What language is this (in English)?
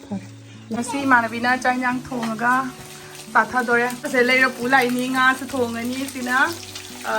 Manipuri